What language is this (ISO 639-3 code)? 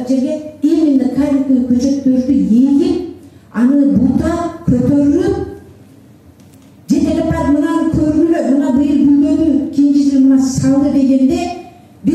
kir